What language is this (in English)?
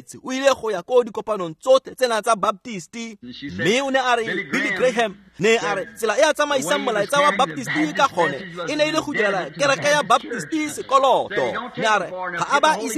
Tswana